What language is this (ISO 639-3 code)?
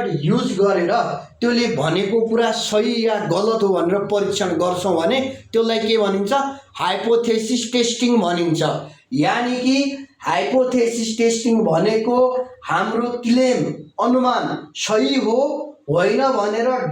nep